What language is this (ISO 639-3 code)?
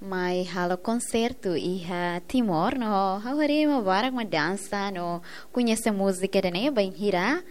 tet